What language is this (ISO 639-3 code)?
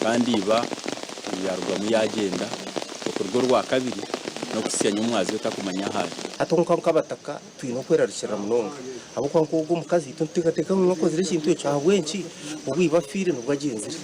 nyn